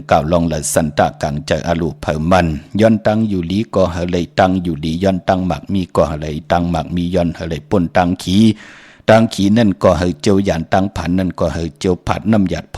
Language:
Shan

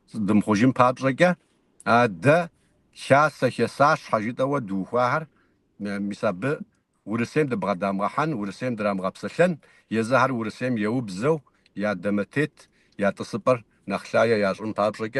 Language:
Kabardian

